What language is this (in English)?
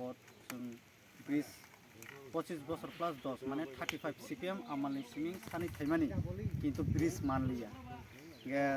Kok Borok